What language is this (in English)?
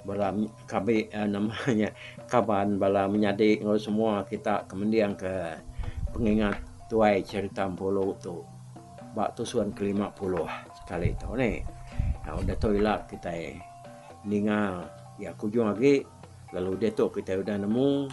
Iban